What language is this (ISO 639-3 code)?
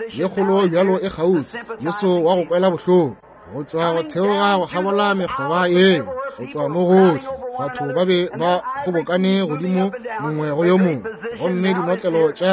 nso